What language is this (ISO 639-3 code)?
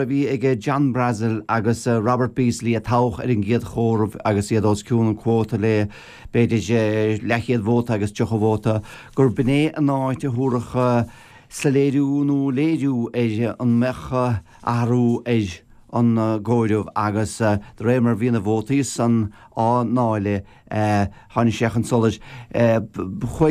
gle